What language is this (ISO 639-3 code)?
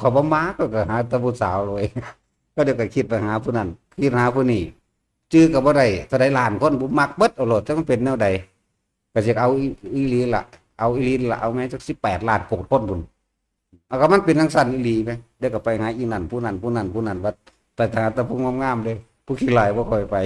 tts